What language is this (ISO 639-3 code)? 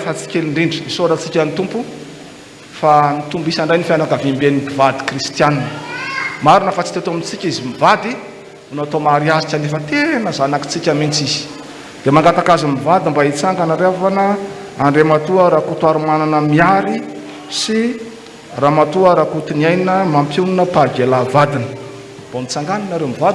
mlg